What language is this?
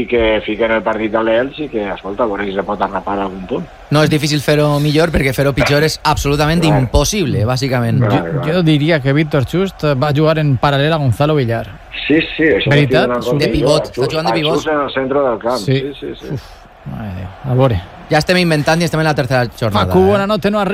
Catalan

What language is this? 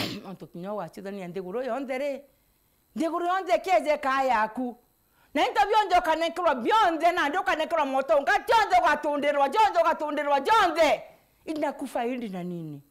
Meru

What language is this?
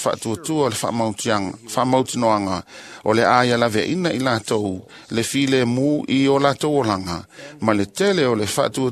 Samoan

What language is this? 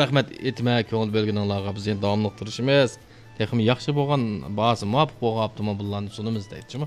Uyghur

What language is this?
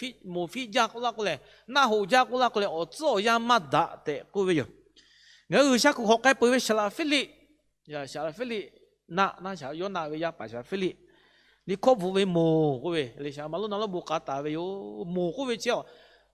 Lahu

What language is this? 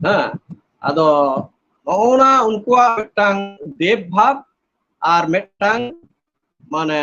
Santali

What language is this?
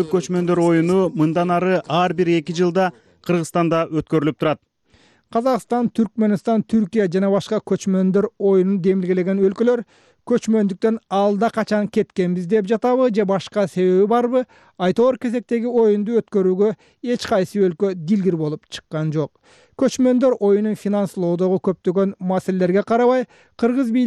Kyrgyz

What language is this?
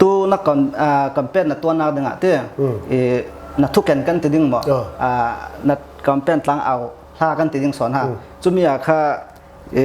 Falam Chin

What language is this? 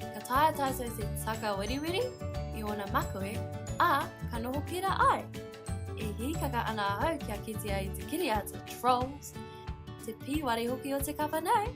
Māori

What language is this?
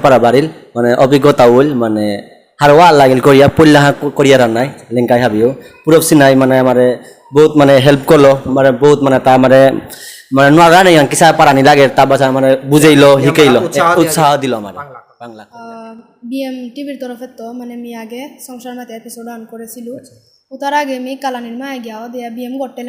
Bishnupriya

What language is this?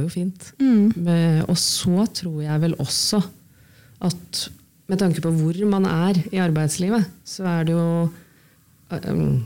Norwegian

